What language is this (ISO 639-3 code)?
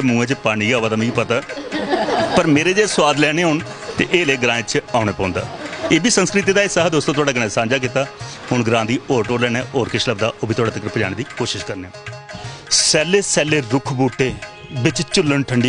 doi